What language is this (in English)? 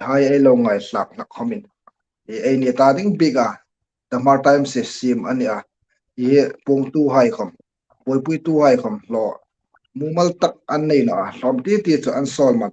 Hmar